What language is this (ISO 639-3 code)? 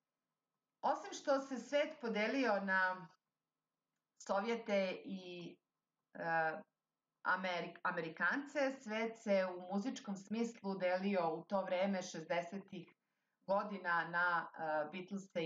srp